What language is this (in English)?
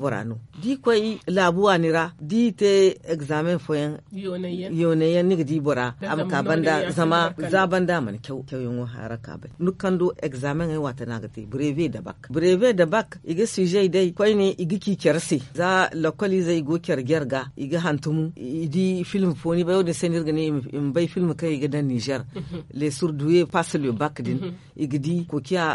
Zarma